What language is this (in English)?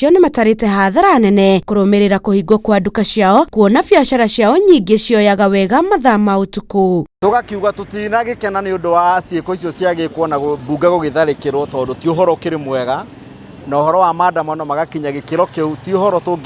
Kikuyu